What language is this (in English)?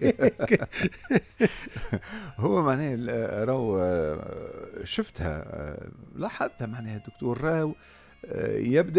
Tunisian Arabic